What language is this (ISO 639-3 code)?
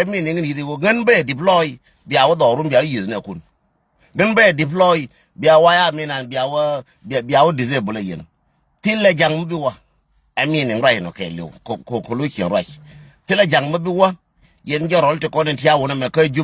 nus